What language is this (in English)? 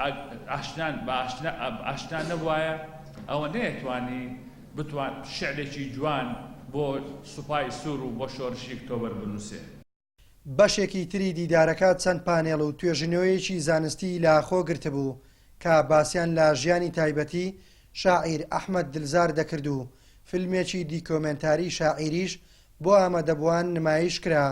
Central Kurdish